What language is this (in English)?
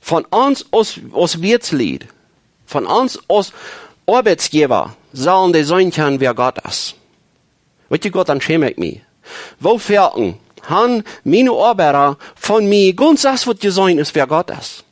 Plautdietsch